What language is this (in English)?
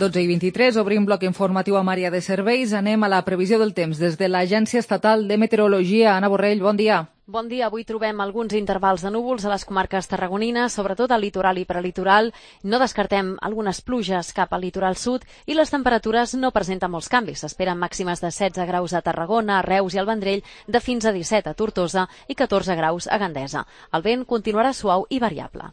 Catalan